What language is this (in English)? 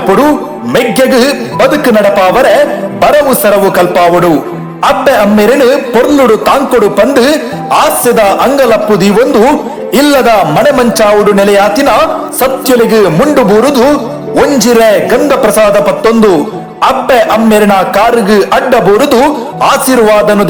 Tulu